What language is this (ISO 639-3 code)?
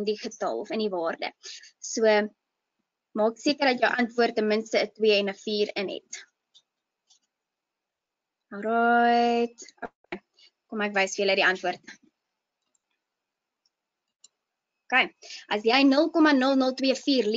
afr